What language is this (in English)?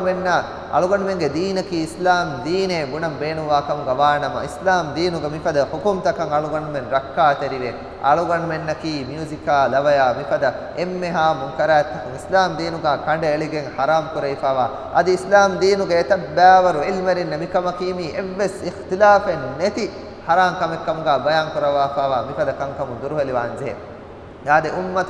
Divehi